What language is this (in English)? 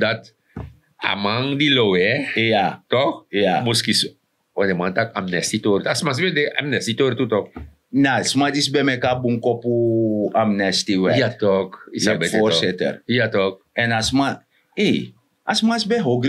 Sranan Tongo